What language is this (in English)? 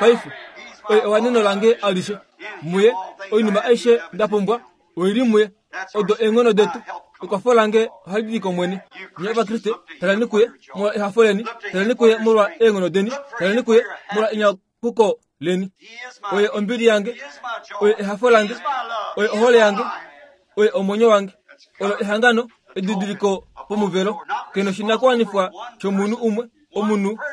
Kuanyama